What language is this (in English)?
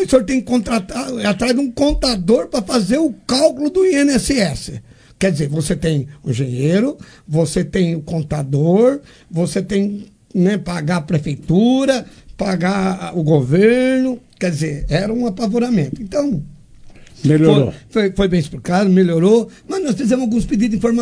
Portuguese